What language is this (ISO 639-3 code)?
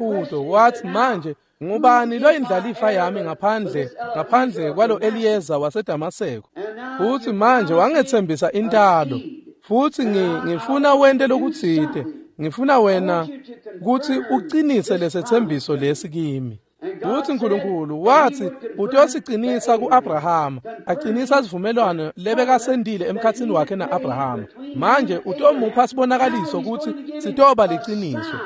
ssw